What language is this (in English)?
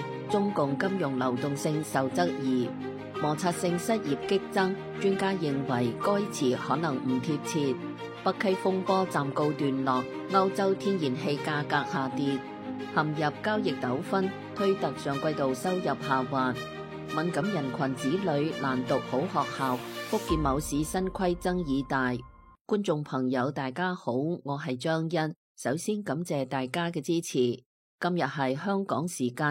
Cantonese